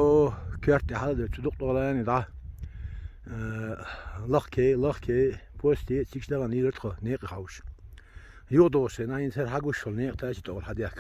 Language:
Chechen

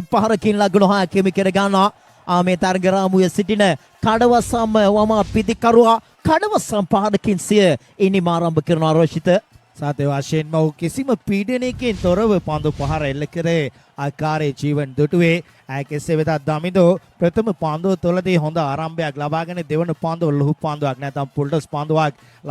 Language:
Sinhala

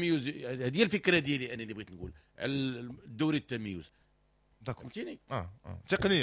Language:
Moroccan Arabic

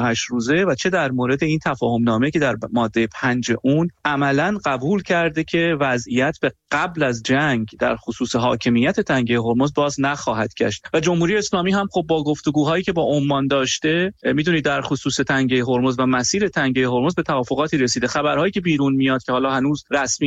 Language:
Persian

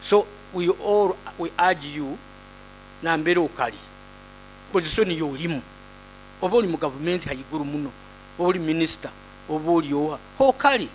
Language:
Nyoro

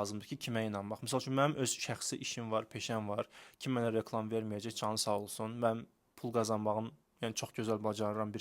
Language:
Azerbaijani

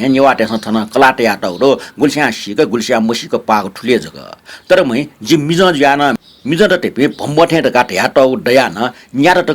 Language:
Newari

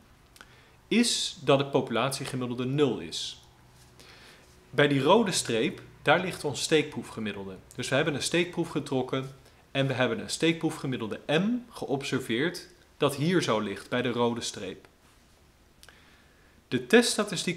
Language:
Dutch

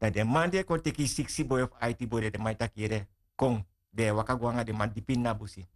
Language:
Sranan Tongo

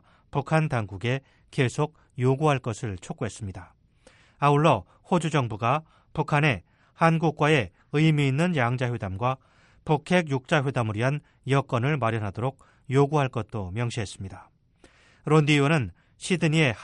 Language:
Korean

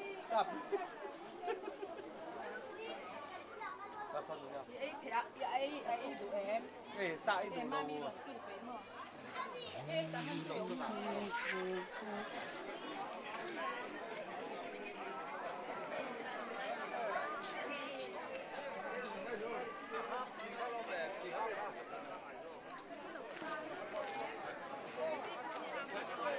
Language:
Vietnamese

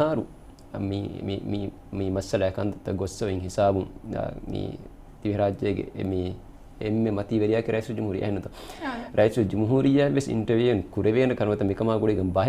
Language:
Divehi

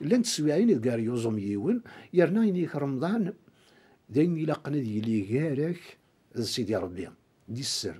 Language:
Kabyle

